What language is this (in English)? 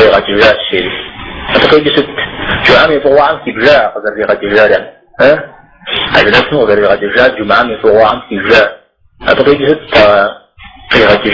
Kabardian